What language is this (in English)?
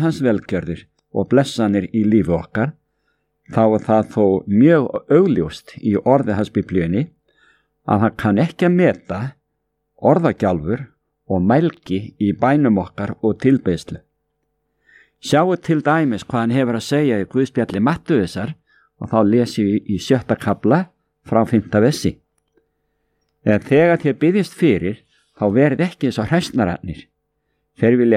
Icelandic